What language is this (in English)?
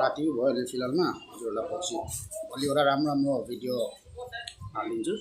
Nepali